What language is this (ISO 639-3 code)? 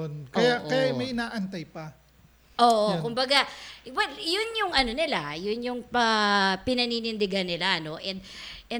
fil